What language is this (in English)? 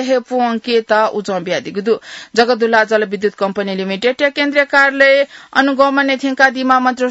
Newari